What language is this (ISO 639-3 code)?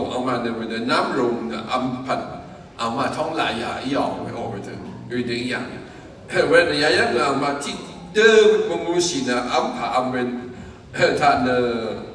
raw